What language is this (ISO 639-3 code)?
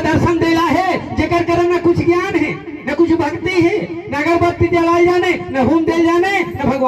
hne